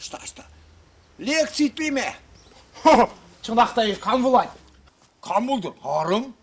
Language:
Chuvash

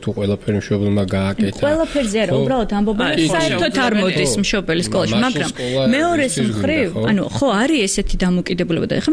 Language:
Georgian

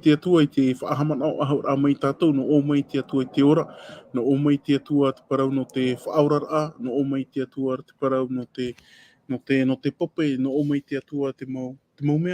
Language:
Tahitian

